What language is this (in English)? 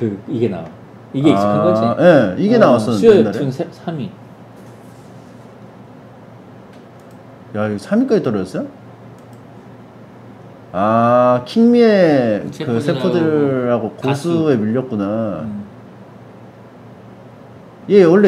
Korean